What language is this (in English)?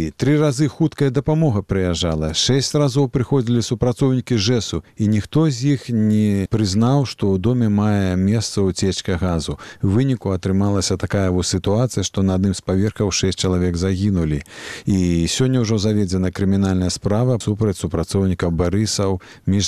Belarusian